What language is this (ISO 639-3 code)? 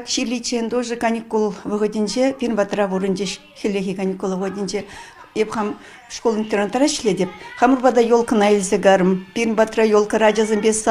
chv